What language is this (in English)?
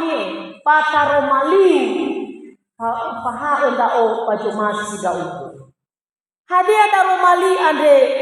Nias